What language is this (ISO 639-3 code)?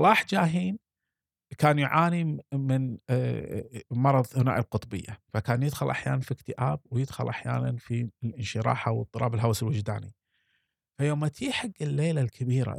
afb